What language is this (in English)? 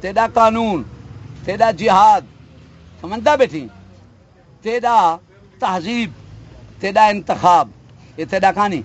Saraiki